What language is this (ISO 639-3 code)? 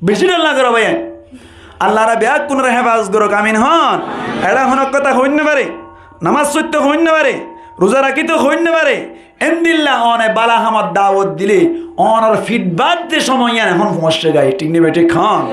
rhg